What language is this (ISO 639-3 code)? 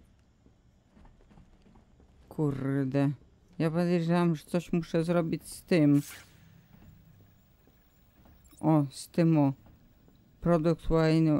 pol